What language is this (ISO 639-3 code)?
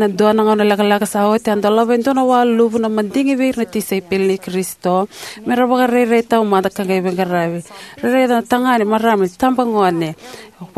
fij